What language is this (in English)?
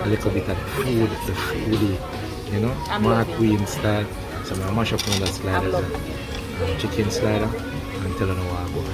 Jamaican Creole English